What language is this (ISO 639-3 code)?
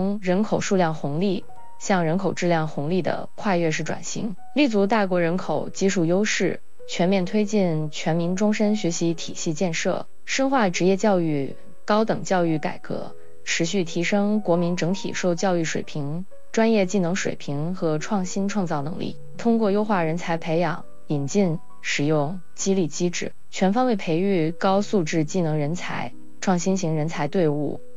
zho